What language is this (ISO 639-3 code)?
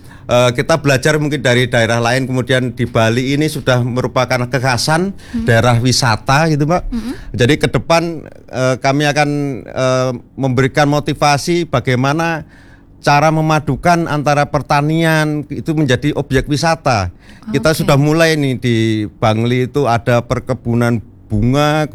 ind